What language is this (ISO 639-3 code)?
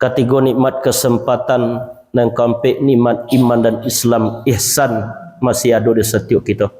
min